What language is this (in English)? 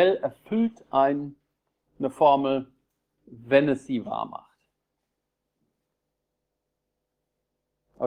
German